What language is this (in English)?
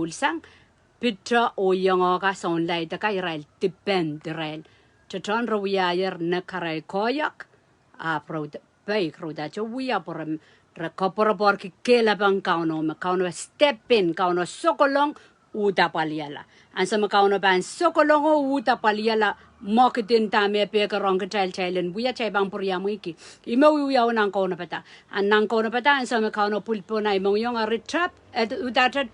Pohnpeian